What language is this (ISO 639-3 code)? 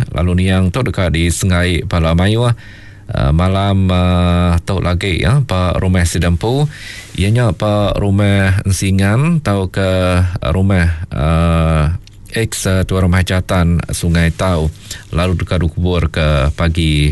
iba